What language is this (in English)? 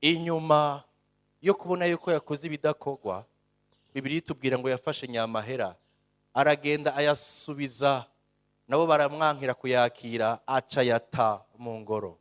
Rundi